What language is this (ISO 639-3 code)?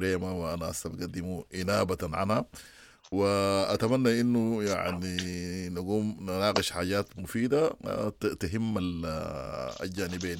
apd